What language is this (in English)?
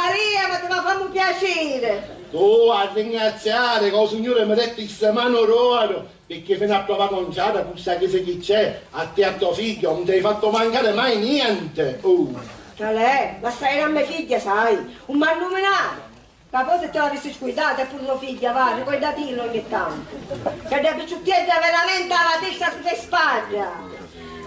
Sicilian